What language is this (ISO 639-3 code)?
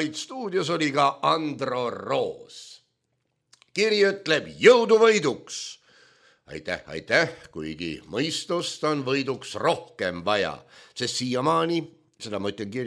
est